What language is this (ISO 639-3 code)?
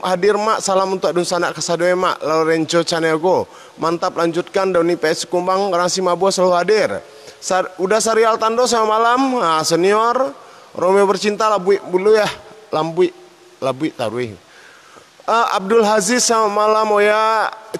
min